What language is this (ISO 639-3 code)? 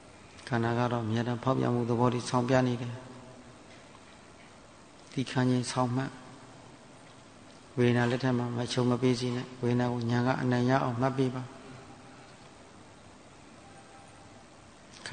mya